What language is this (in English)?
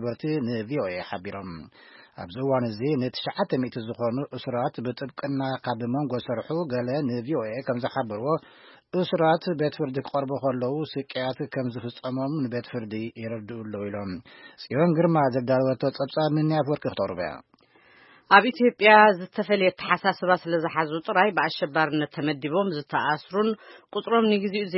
Tigrinya